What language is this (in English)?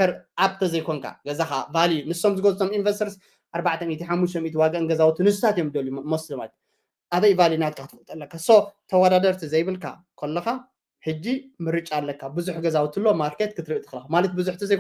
Tigrinya